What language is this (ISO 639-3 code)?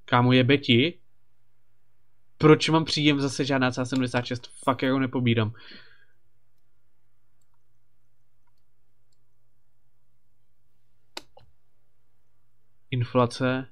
ces